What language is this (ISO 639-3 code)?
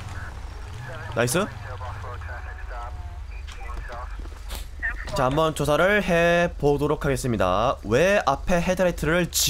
kor